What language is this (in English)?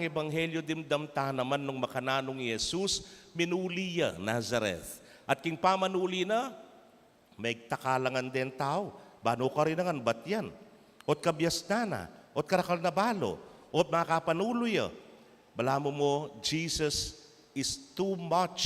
Pampanga